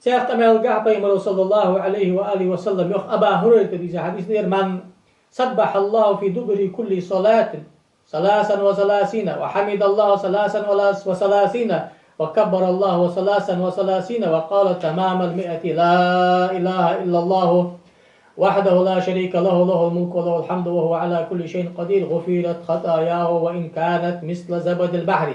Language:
Ingush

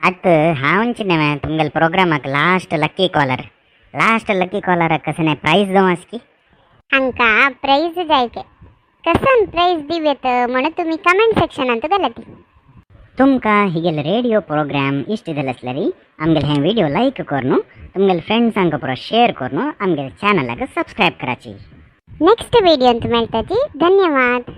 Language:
Konkani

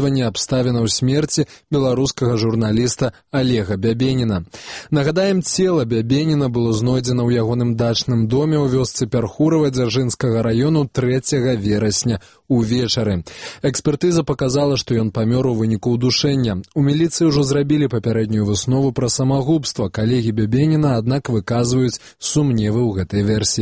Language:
Belarusian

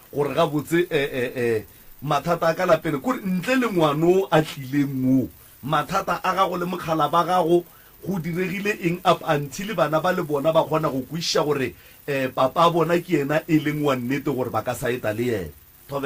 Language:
Northern Sotho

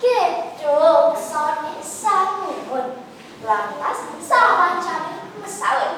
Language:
Balinese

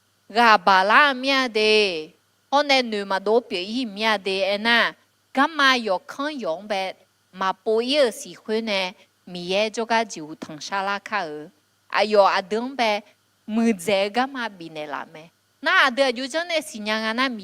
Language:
Akha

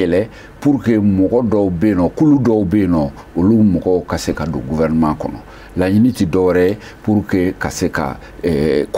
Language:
Bambara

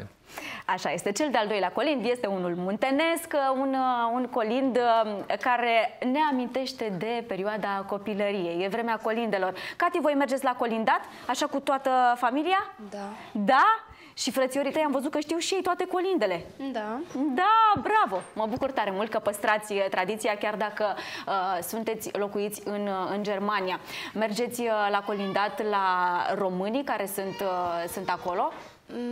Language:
Romanian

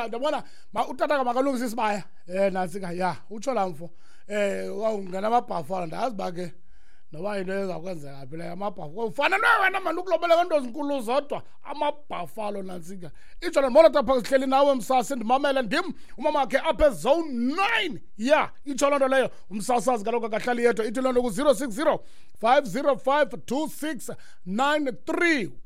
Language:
Xhosa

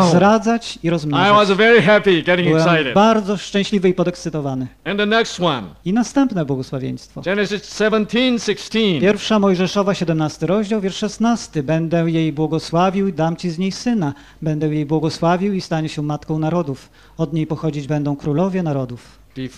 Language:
Polish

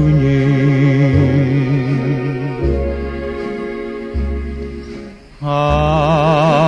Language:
Indonesian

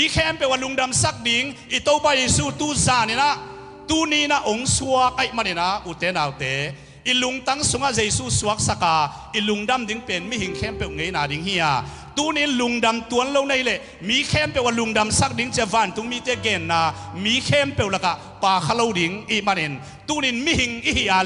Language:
Tedim Chin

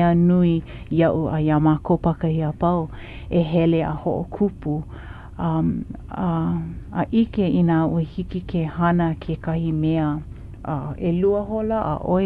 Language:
Hawaiian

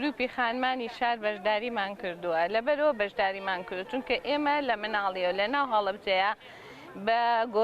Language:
Central Kurdish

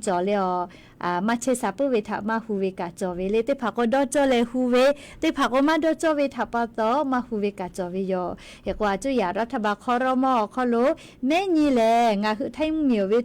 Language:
Lahu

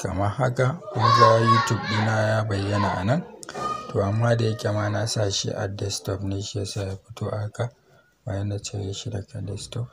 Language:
Hausa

